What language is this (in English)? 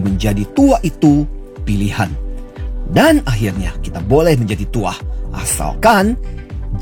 Indonesian